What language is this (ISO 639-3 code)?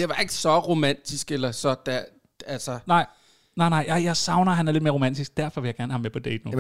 dan